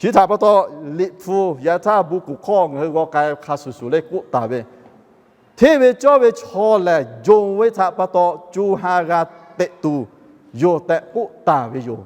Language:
Lahu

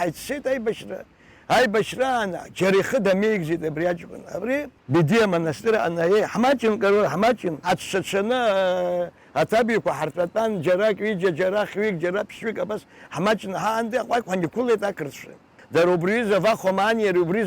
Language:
Abkhazian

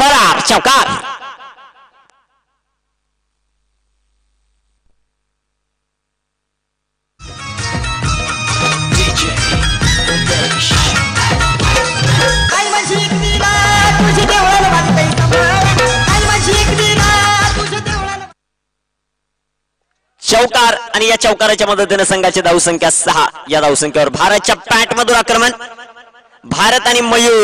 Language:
Marathi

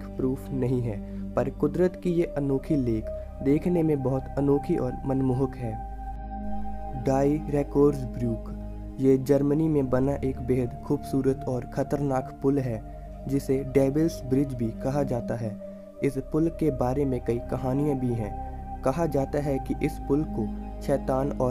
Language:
Hindi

